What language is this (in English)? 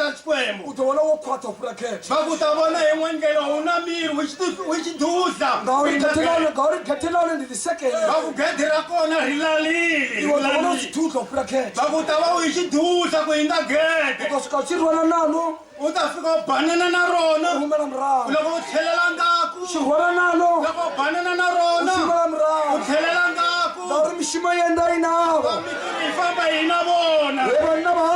Tsonga